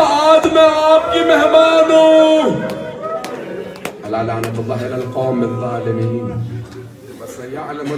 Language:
Urdu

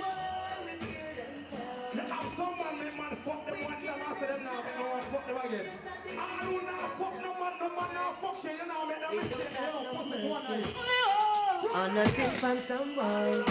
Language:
Jamaican Creole English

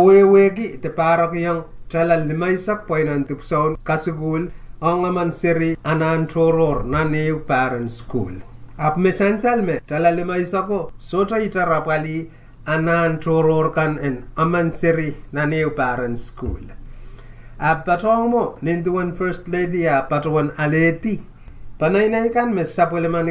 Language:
Pohnpeian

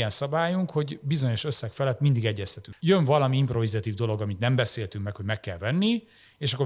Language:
Hungarian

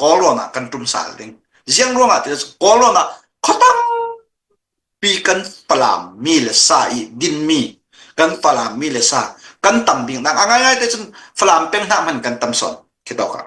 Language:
Hakha Chin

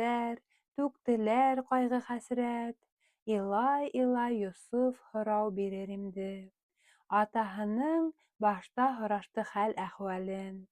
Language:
Bashkir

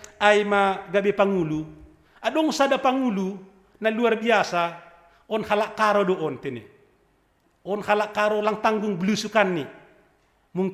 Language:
Batak Simalungun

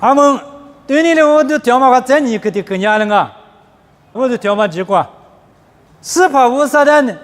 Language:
Lisu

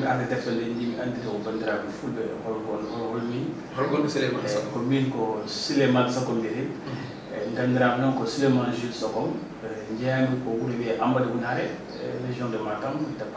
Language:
Fula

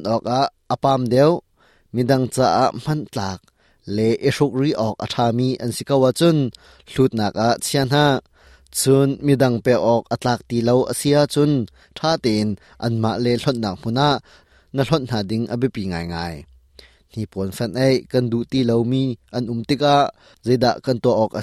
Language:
Hakha Chin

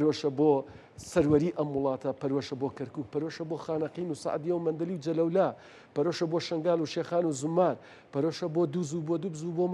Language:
Central Kurdish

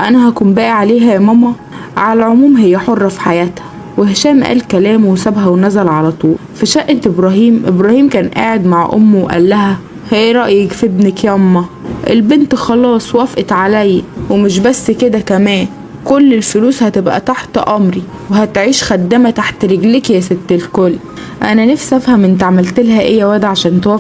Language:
Egyptian Arabic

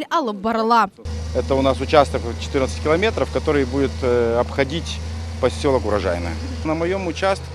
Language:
Crimean Tatar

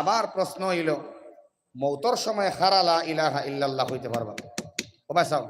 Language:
Sylheti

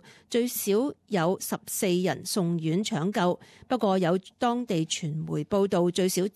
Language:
Cantonese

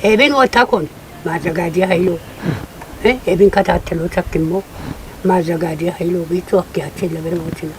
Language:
Kafa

